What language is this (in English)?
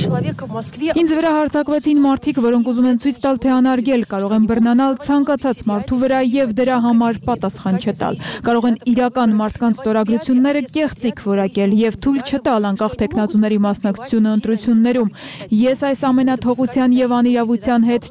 Armenian